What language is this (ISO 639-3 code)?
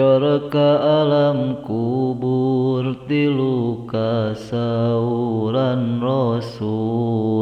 sun